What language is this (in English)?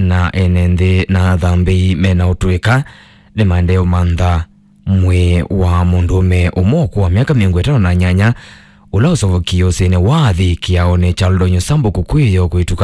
Kamba